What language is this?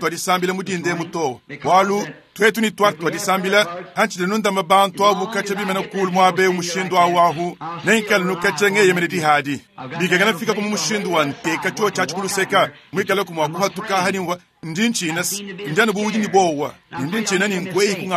Luba-Lulua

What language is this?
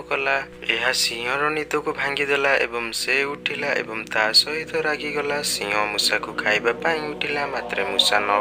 Odia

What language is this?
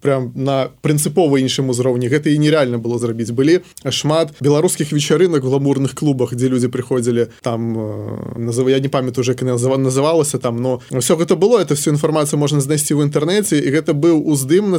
Belarusian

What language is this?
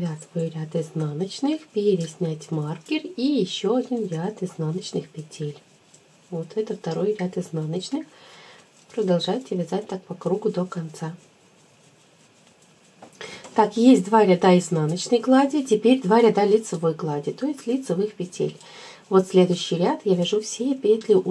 Russian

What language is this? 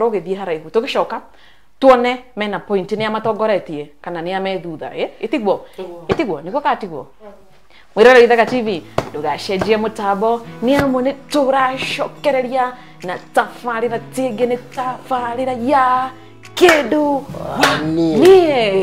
Kikuyu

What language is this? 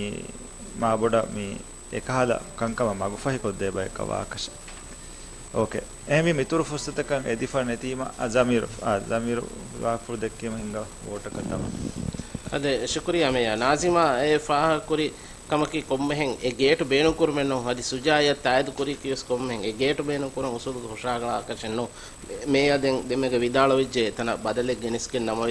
Divehi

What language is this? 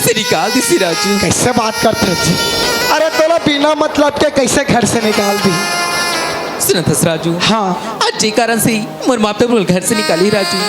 Chhattisgarhi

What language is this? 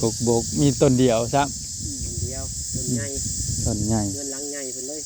Northeastern Thai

